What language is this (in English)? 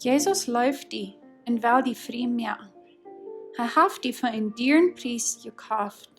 Plautdietsch